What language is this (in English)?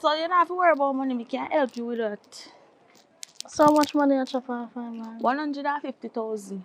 Jamaican Creole English